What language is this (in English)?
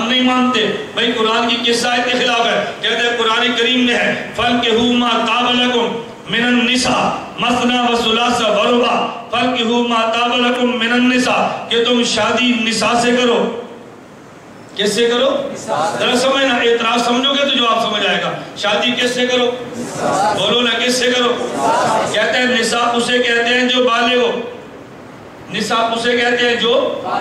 Urdu